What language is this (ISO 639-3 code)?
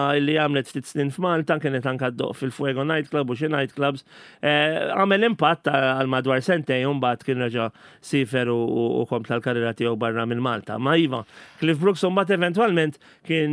mlt